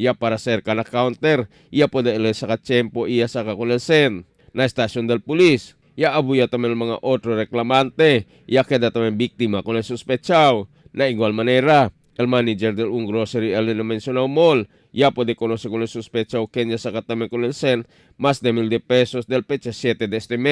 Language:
Chavacano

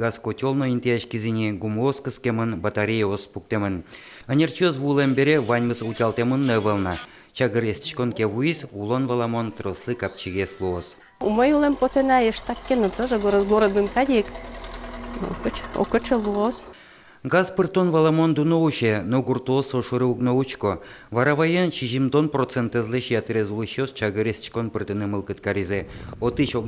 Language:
Udmurt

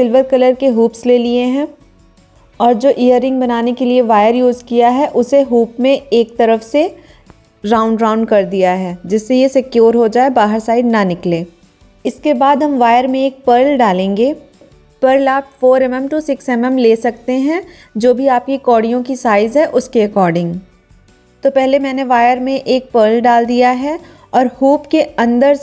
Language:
Hindi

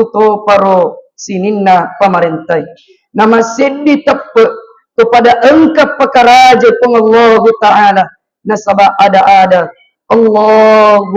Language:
Buginese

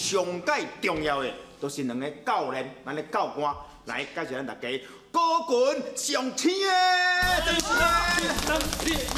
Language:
Min Nan Chinese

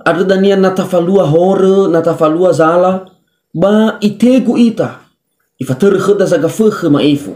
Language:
Nias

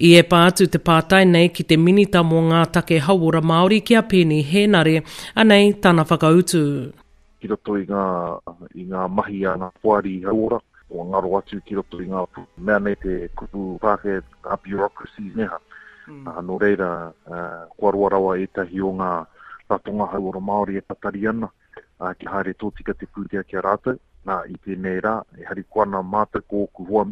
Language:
Māori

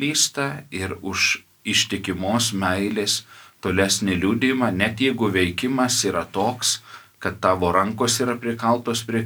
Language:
Lithuanian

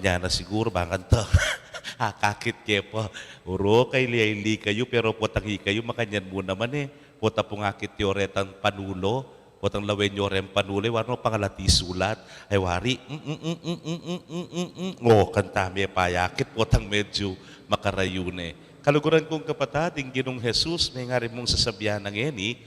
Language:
Pampanga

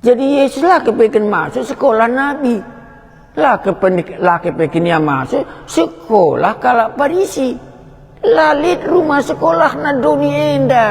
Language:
Batak Karo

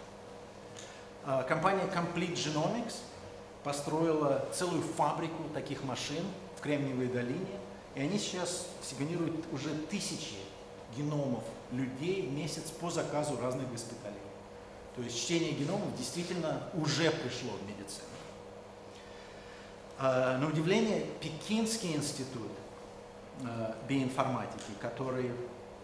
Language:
Russian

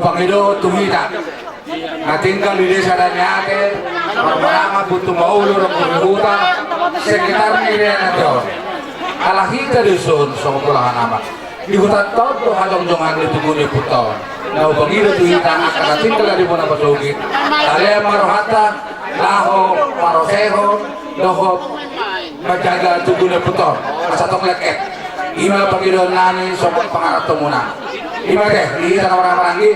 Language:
Batak Toba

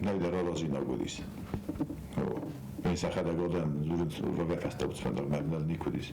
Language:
Ossetic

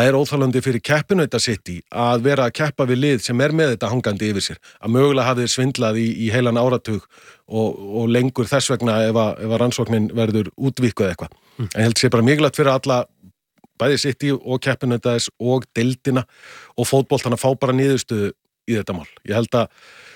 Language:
Icelandic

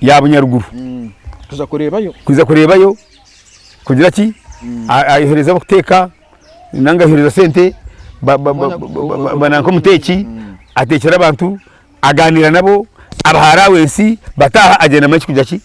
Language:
Nyankole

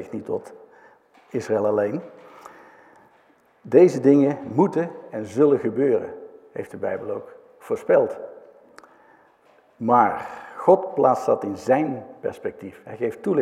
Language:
Dutch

